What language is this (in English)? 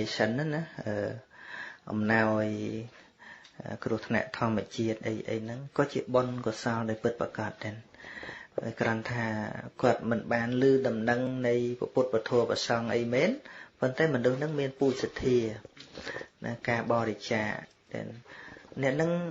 Khmer